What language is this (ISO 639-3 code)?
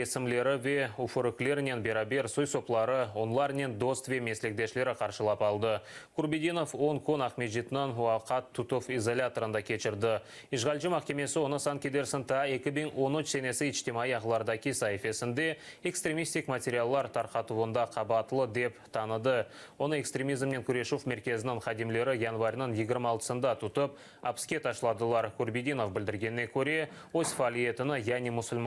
crh